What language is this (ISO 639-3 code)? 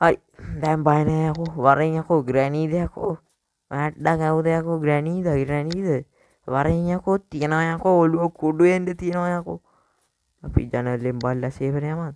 sin